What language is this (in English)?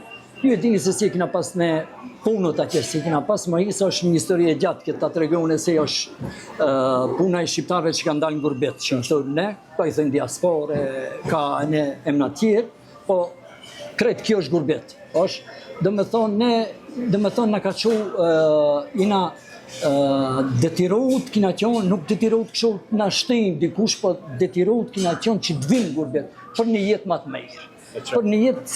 Albanian